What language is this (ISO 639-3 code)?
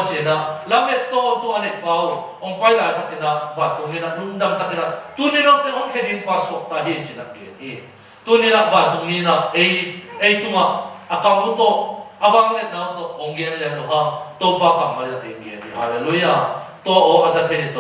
ctd